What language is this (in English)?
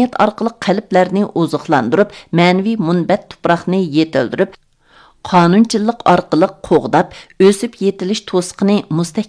Uyghur